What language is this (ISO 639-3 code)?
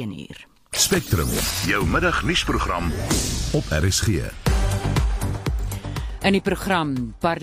afr